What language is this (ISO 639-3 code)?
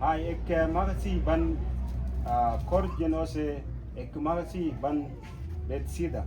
mfz